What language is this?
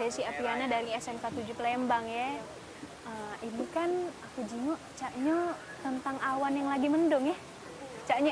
Musi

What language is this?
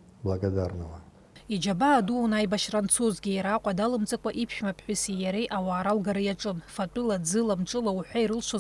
Abkhazian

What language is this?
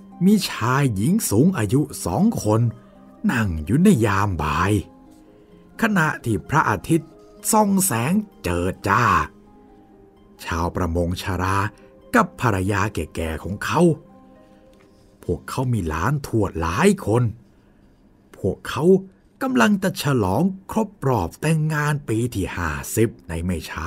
Thai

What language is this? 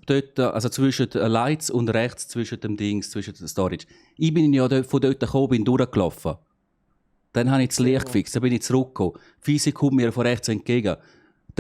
Swiss German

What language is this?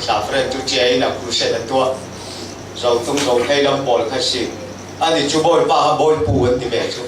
Falam Chin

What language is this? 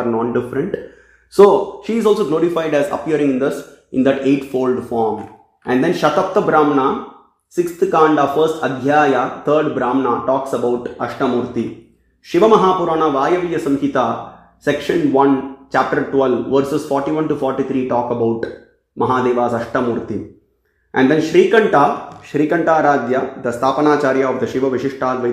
English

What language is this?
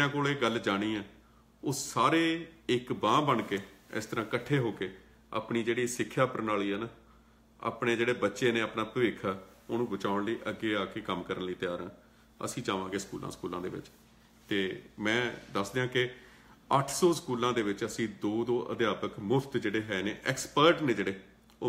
Punjabi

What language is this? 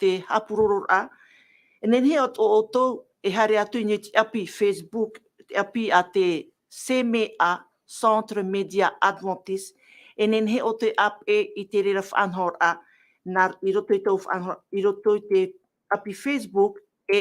Tahitian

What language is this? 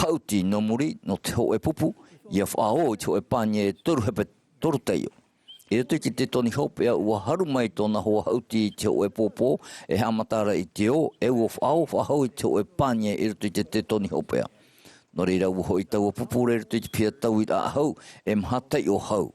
Tahitian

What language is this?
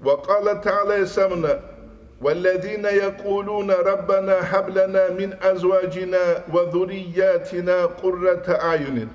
Avaric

